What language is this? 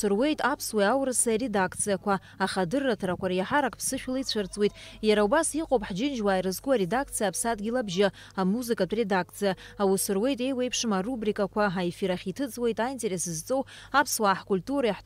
Abkhazian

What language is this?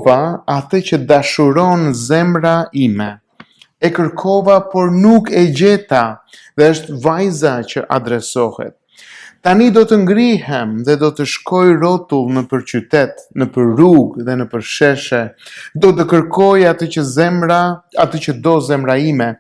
Albanian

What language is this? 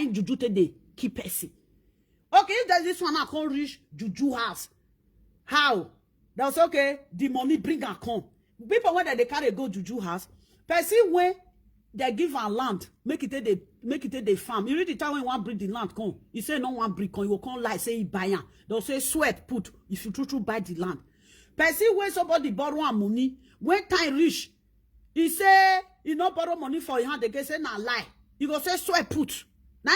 Nigerian Pidgin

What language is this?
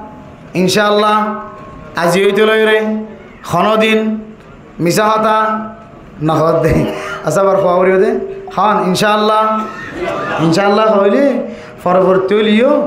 Rohingya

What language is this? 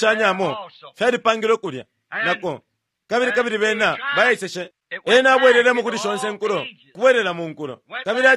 Bemba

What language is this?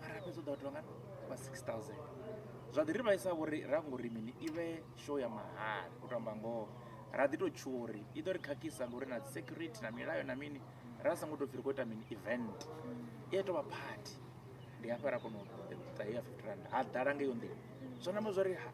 Venda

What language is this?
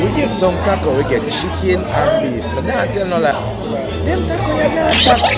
Jamaican Creole English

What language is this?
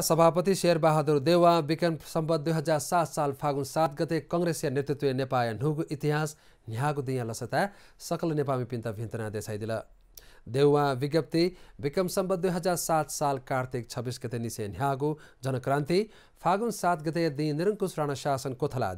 Newari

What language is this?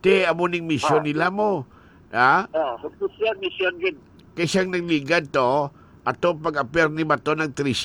Hiligaynon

